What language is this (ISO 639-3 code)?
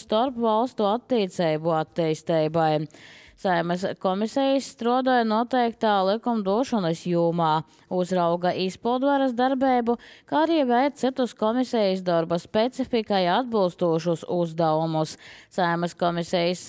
lav